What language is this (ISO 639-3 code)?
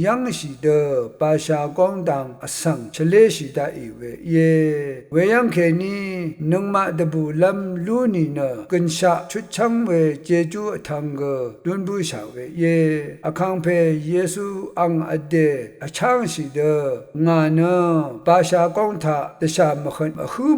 raw